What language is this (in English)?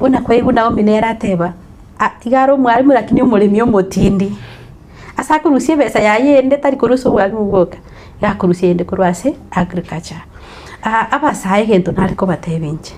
Gusii